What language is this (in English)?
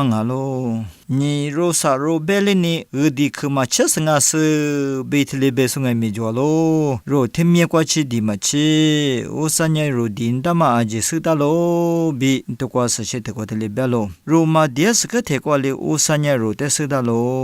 Lisu